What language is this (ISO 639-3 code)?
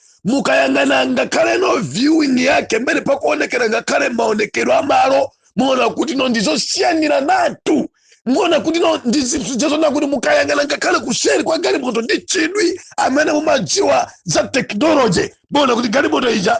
nya